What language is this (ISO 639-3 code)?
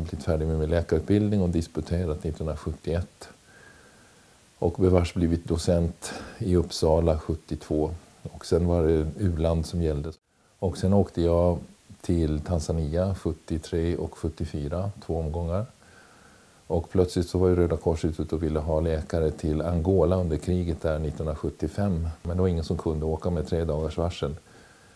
swe